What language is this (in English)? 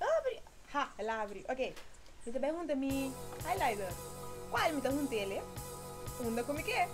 Papiamento